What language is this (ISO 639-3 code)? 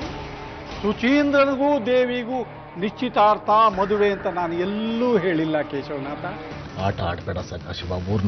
kan